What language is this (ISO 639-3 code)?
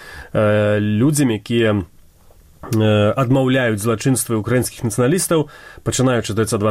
bel